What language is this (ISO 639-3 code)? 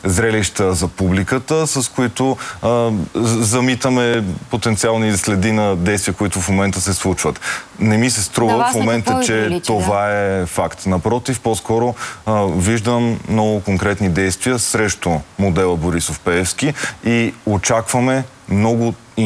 bul